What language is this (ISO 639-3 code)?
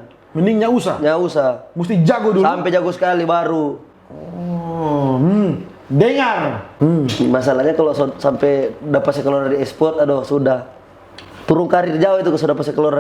xmm